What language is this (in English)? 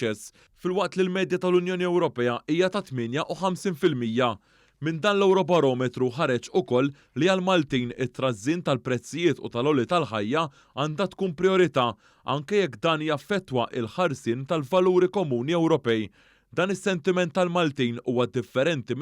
Maltese